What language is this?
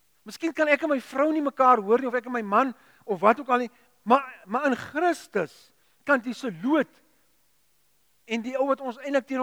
Afrikaans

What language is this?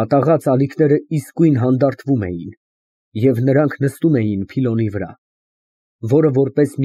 Armenian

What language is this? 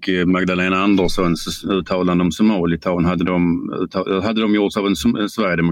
Swedish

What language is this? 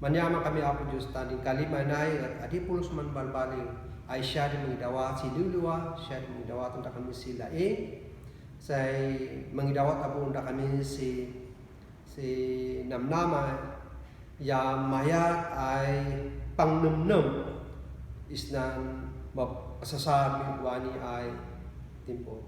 Kankanaey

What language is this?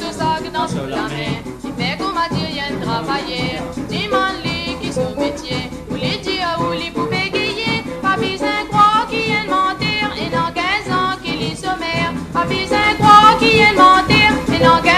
Morisyen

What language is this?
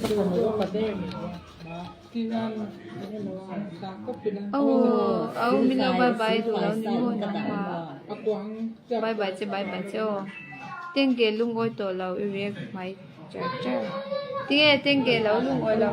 Mizo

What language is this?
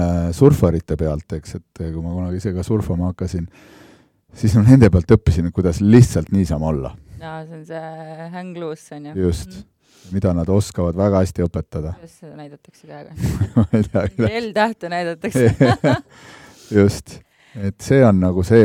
Estonian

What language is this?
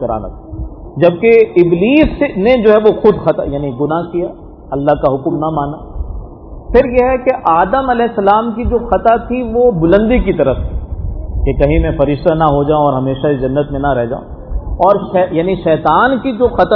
Urdu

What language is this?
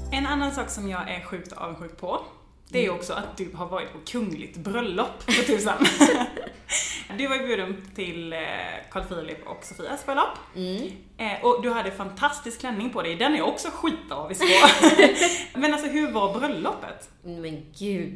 Swedish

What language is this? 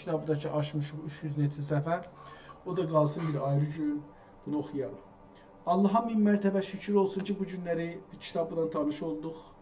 South Azerbaijani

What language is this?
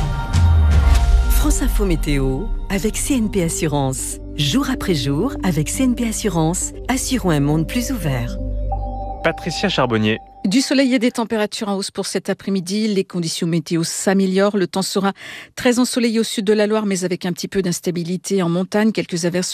French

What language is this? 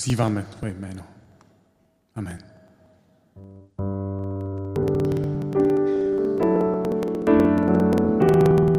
Czech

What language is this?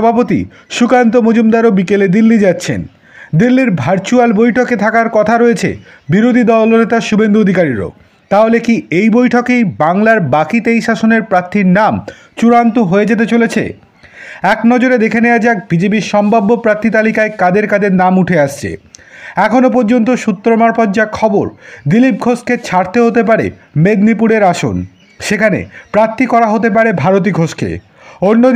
Bangla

